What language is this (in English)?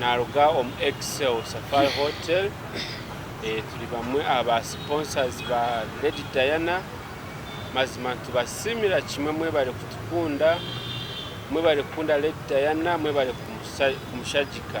Nyankole